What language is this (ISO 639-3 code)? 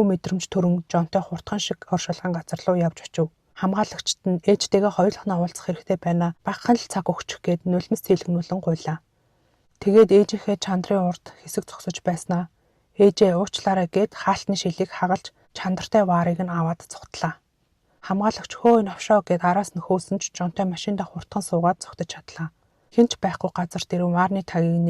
mon